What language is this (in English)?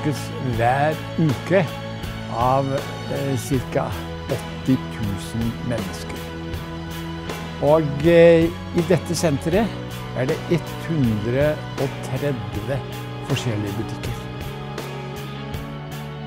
Norwegian